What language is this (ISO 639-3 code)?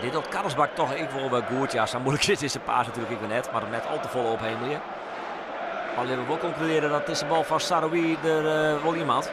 fry